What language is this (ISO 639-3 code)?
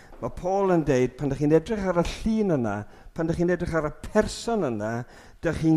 cym